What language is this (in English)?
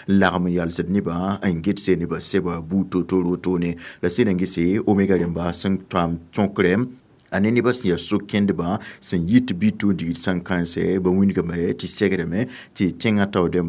Mossi